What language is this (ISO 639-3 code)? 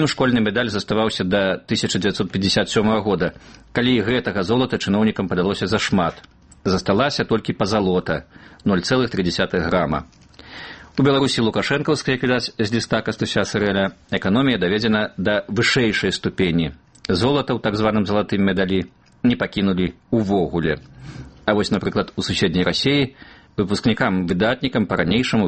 bel